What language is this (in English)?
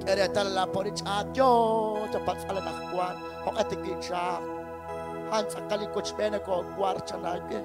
Kekchí